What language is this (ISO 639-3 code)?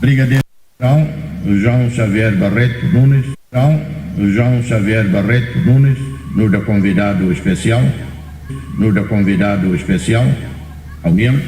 tet